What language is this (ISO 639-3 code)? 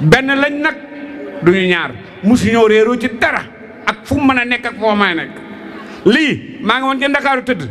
wol